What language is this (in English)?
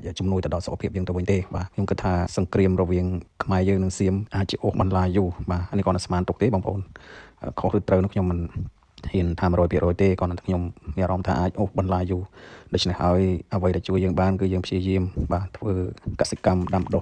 Khmer